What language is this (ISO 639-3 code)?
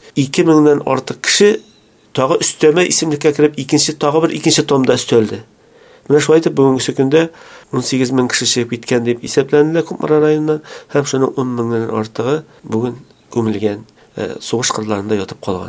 tat